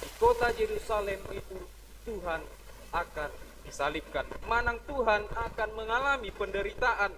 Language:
Batak Toba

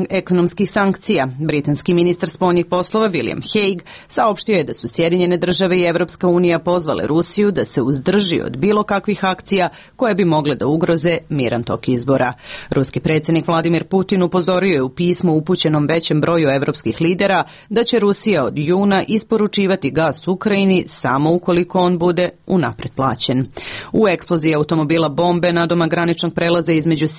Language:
Serbian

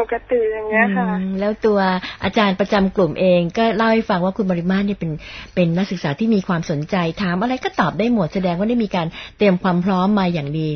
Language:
Thai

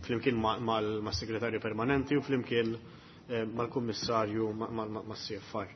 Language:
Maltese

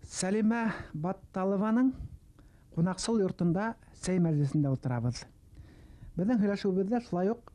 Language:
Bashkir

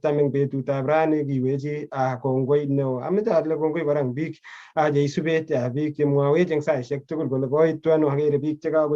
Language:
Kalenjin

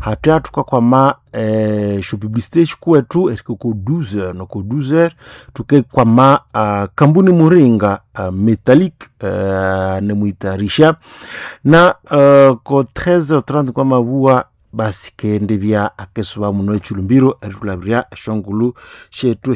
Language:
Nande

